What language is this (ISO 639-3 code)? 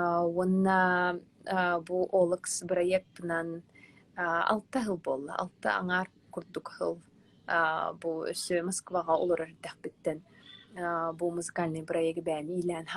sah